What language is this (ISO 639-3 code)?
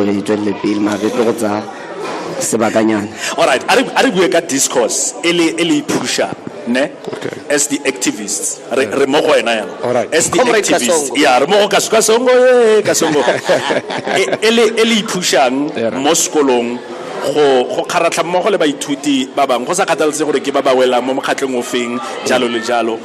tsn